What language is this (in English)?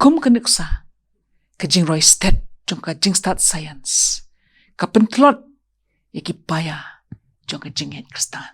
Khasi